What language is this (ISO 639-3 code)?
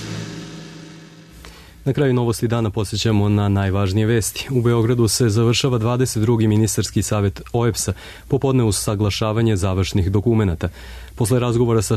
srp